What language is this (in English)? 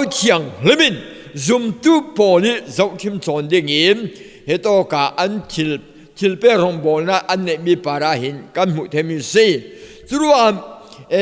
Falam Chin